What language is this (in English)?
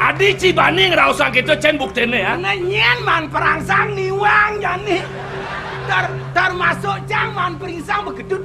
Balinese